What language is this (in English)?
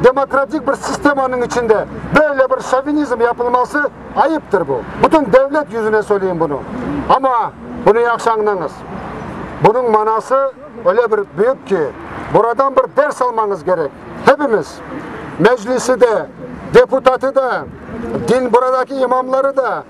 Crimean Tatar